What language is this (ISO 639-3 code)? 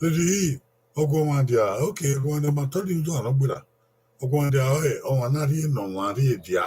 bin